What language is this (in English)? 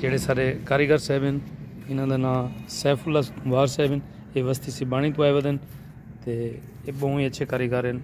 Saraiki